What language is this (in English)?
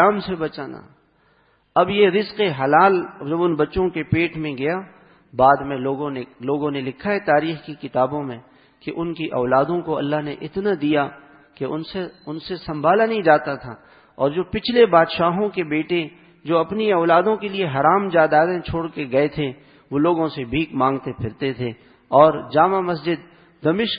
Urdu